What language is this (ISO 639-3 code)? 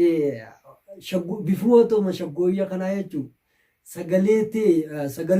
orm